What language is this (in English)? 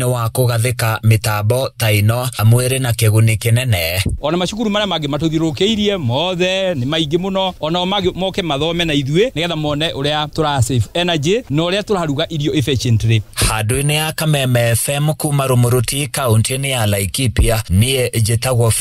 Kikuyu